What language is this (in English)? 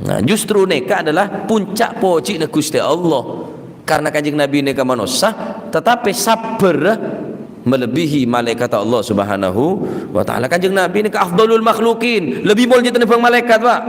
Madurese